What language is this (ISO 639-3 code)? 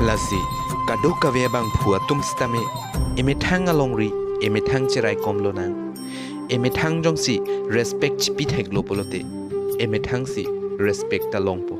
mjw